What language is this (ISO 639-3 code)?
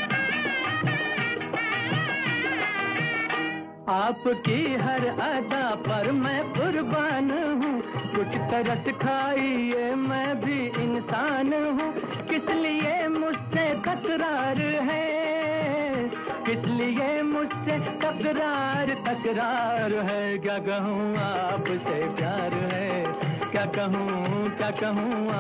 hin